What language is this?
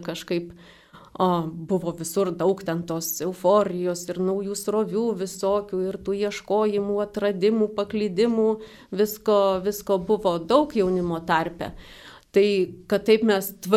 Lithuanian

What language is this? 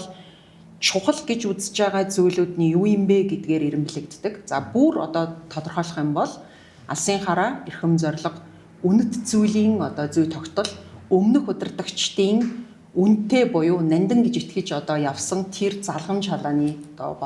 Mongolian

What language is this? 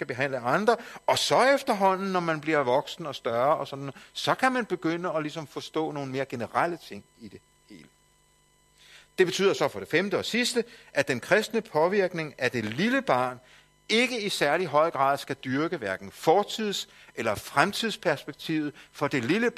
Danish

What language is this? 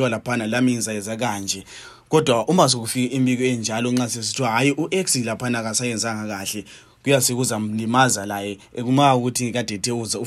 North Ndebele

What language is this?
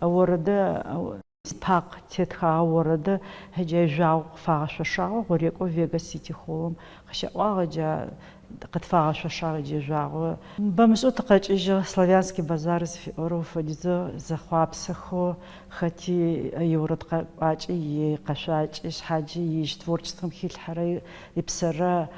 Adyghe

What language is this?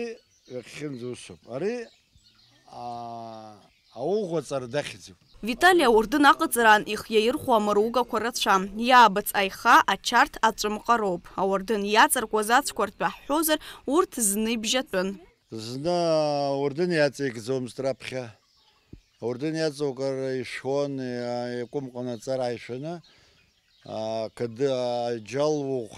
Abkhazian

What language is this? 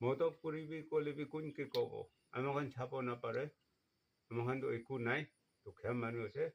Naga Pidgin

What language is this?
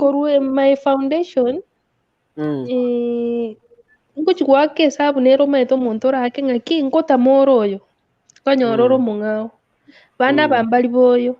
Gusii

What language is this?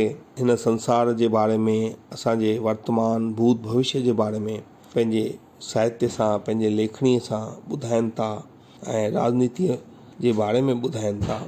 Sindhi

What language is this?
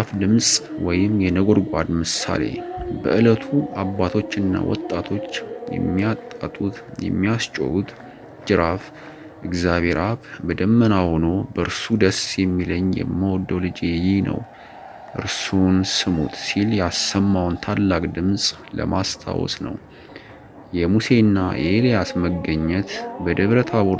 Amharic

